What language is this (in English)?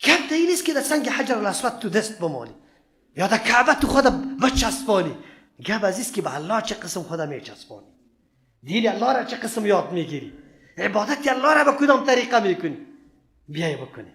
Persian